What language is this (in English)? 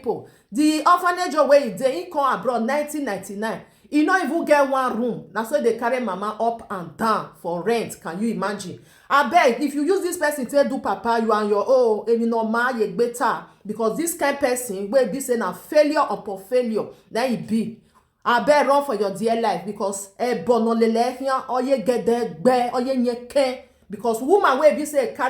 Nigerian Pidgin